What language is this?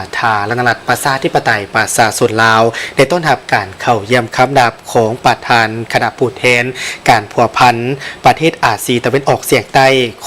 Lao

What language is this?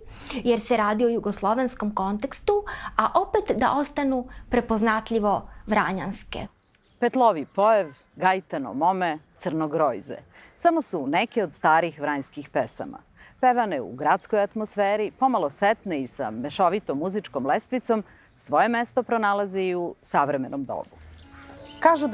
Serbian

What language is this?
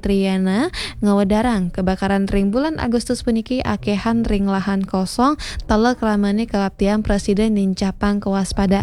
Balinese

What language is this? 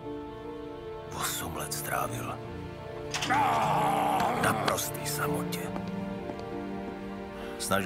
Czech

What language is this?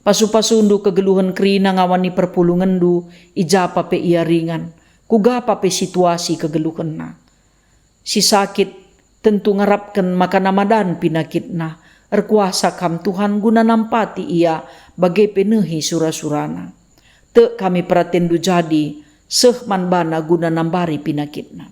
Batak Karo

